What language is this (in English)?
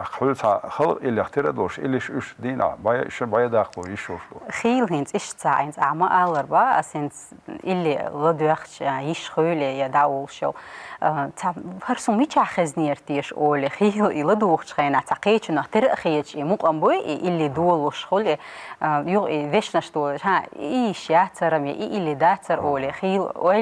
Chechen